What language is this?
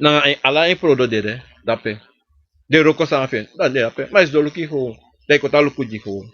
Sranan Tongo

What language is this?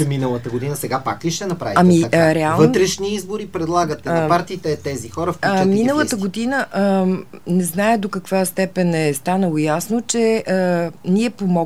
Bulgarian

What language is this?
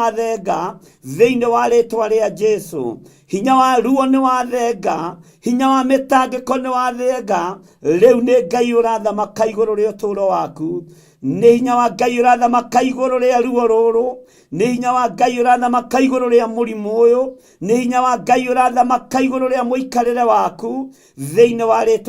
Kikuyu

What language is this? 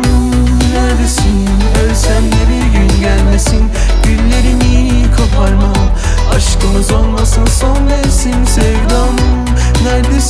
Turkish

